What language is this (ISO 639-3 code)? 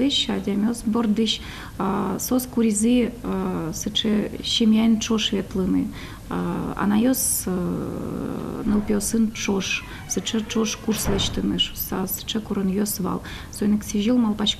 udm